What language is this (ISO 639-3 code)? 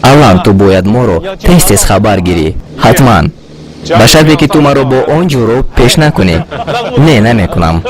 tgk